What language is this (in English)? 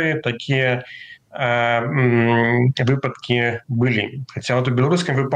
Belarusian